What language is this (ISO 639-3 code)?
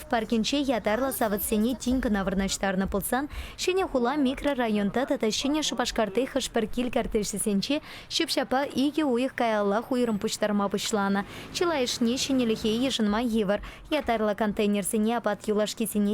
chv